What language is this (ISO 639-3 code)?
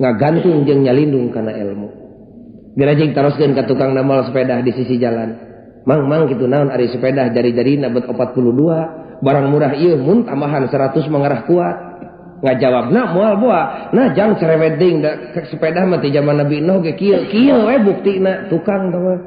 sun